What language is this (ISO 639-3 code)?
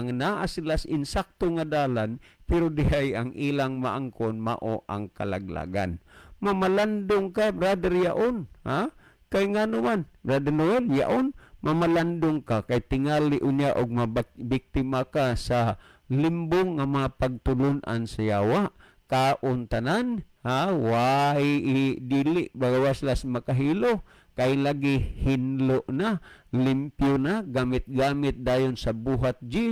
ceb